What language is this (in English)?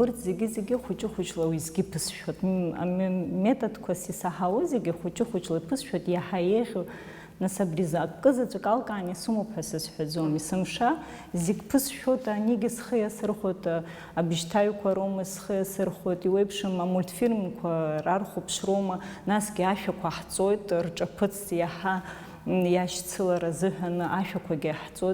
Abkhazian